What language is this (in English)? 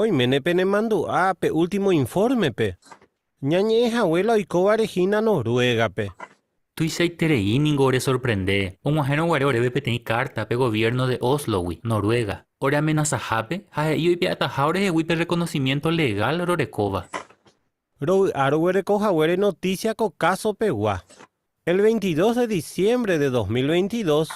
Guarani